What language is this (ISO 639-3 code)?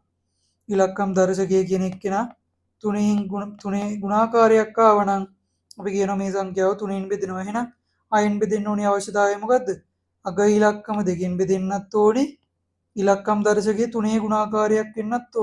sin